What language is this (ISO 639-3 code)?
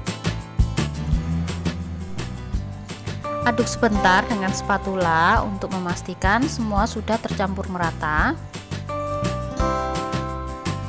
ind